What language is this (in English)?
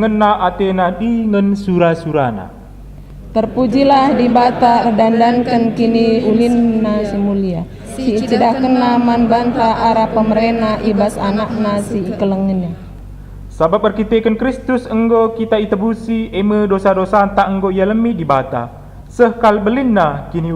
Batak Karo